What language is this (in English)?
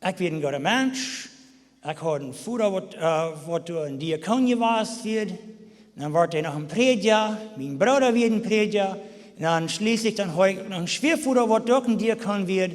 Plautdietsch